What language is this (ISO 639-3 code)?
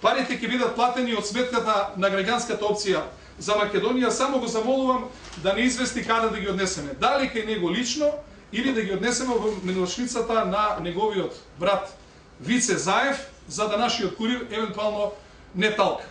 mkd